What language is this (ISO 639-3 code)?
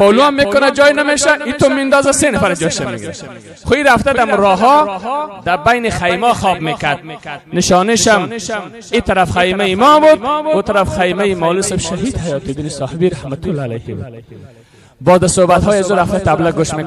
fas